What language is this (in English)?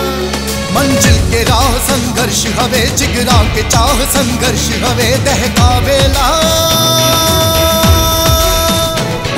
Bhojpuri